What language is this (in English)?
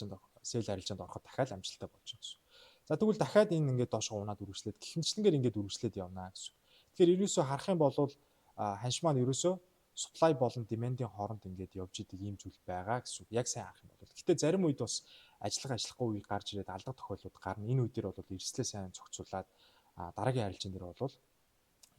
Mongolian